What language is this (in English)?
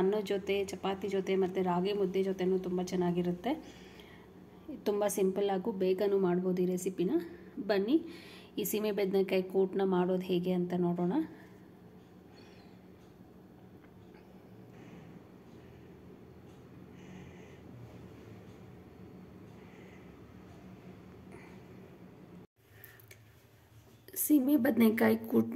Kannada